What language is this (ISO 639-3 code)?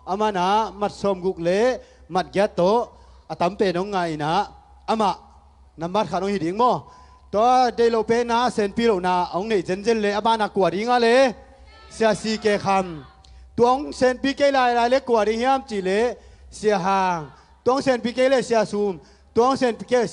ctd